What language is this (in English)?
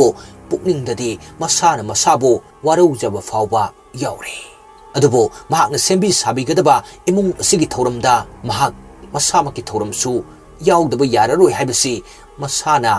Manipuri